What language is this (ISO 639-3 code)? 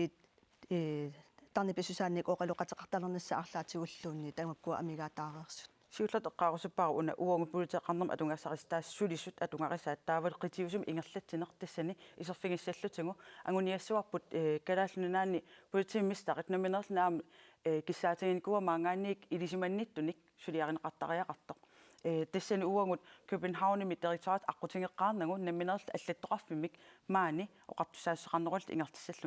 kal